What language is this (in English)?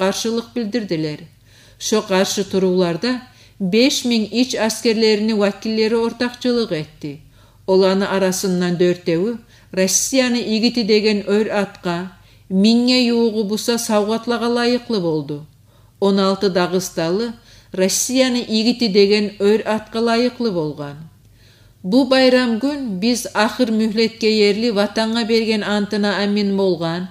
Kumyk